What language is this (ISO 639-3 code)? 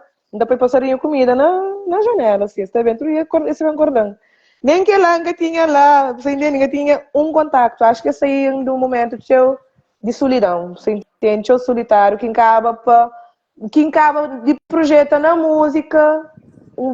kea